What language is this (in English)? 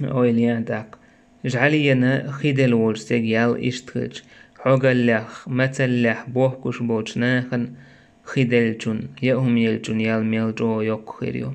Chechen